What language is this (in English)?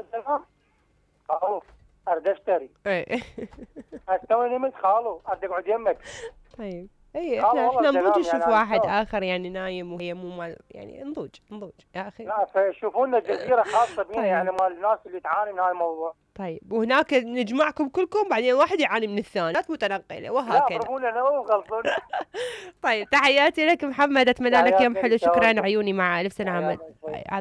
Mesopotamian Arabic